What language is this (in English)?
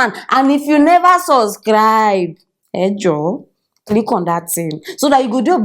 Nigerian Pidgin